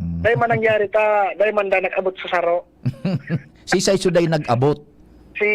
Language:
Bikol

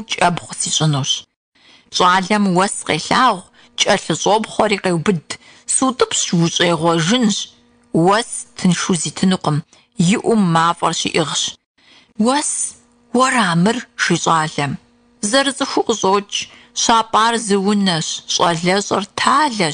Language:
Kabardian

